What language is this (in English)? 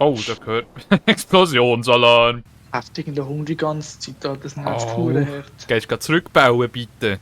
Swiss German